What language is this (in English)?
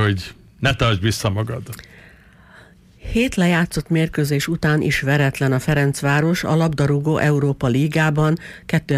Hungarian